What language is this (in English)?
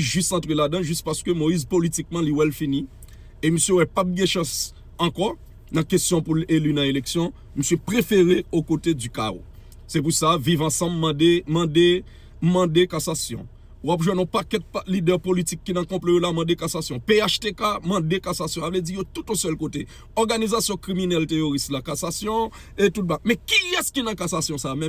Haitian Creole